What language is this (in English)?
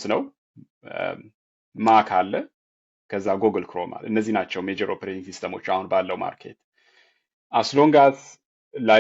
Amharic